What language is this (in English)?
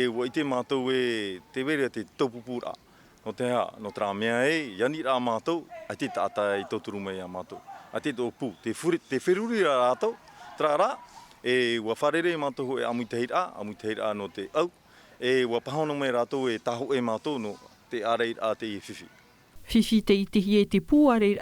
Tahitian